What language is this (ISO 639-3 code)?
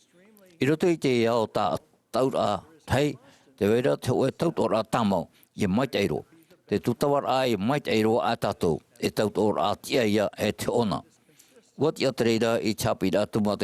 tah